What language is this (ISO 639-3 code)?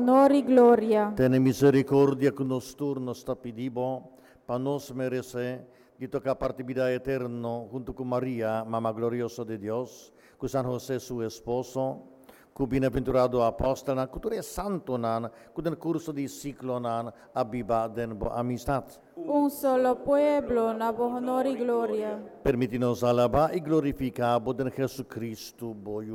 pap